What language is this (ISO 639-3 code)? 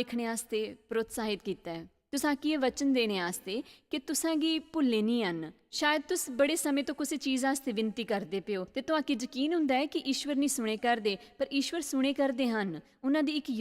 doi